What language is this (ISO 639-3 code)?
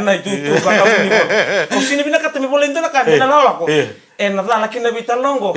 fij